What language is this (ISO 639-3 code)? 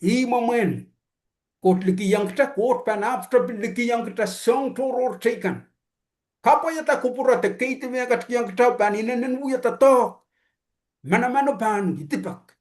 pon